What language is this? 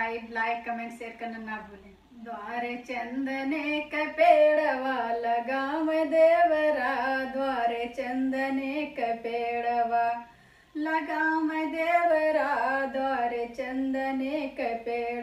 Bhojpuri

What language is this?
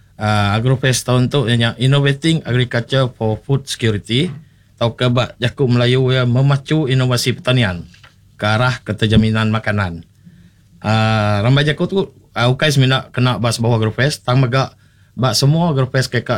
Iban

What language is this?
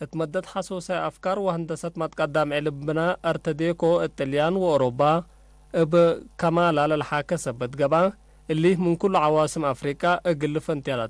Tigre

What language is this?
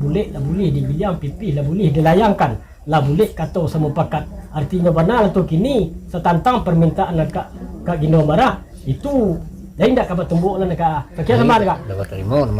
Minangkabau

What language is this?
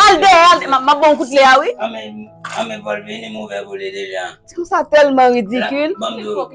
Haitian Creole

